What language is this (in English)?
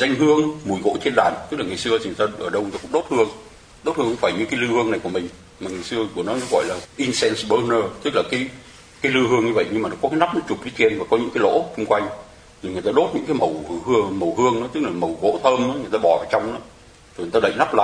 Vietnamese